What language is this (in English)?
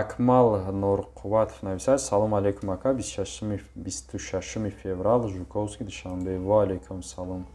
Tajik